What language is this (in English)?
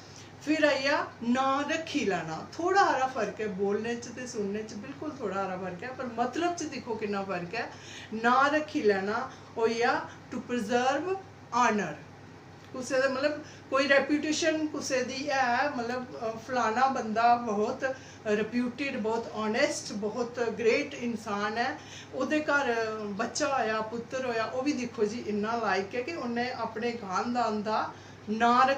Dogri